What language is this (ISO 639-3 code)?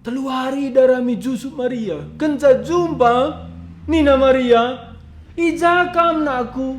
btx